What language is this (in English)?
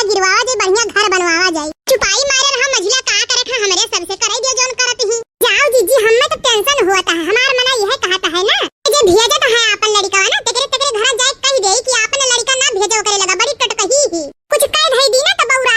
Awadhi